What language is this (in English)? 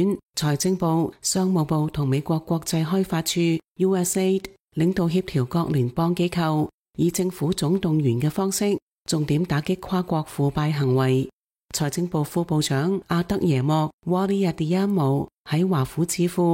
Cantonese